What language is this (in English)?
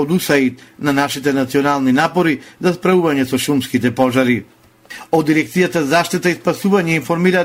Macedonian